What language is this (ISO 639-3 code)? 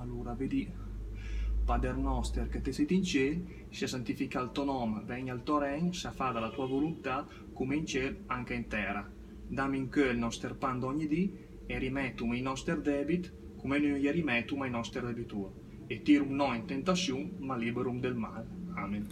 lmo